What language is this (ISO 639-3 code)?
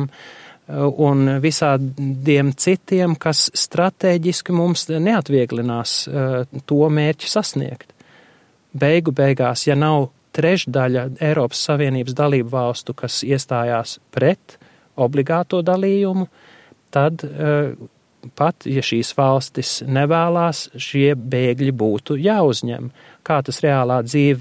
lav